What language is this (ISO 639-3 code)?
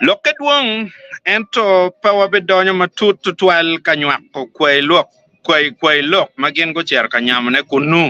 ach